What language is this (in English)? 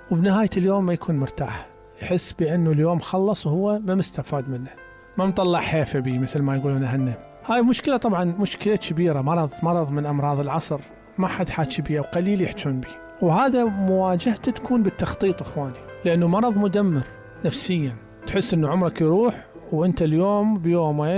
Mesopotamian Arabic